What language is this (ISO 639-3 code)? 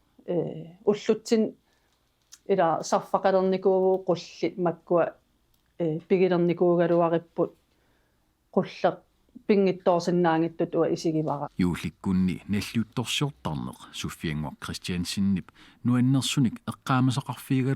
kal